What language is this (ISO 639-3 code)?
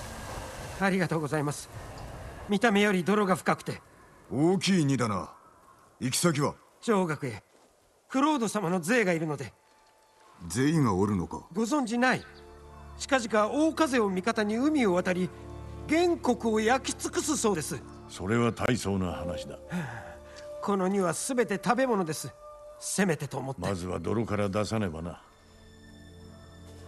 jpn